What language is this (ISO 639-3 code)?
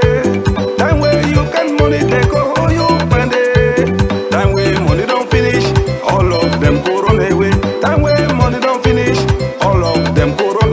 wes